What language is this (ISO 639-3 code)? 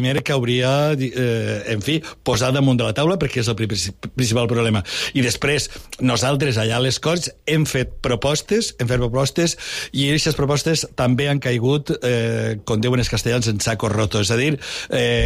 cat